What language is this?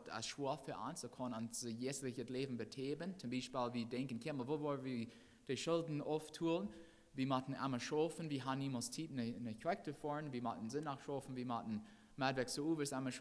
Plautdietsch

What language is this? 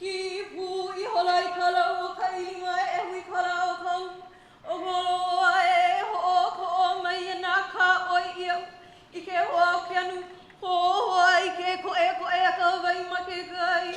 Hawaiian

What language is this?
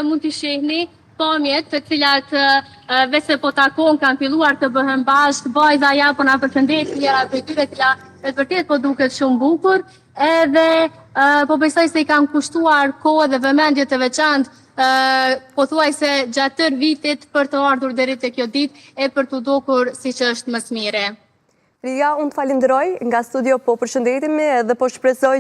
Albanian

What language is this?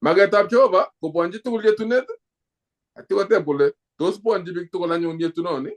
Kalenjin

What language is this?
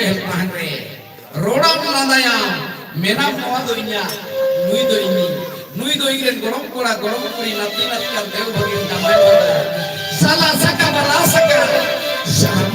Santali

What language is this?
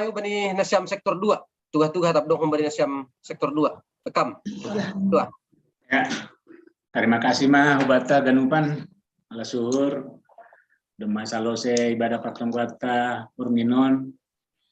Batak Simalungun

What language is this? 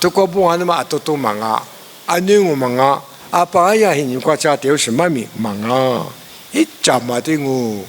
Lisu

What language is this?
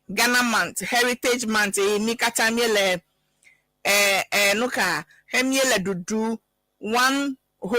Ewe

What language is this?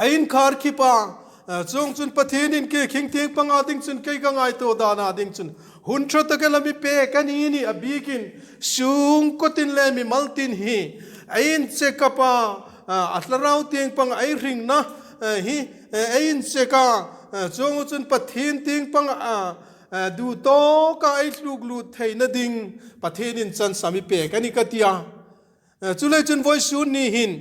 Hmar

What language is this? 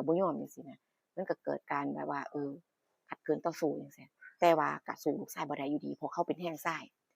Northeastern Thai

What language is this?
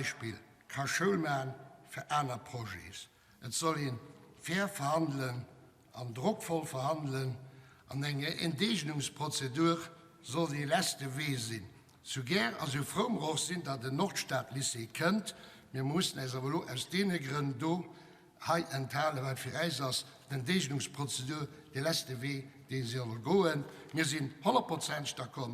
Luxembourgish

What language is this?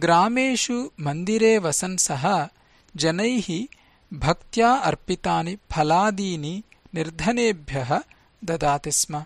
Sanskrit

